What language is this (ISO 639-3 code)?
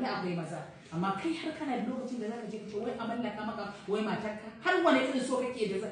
hau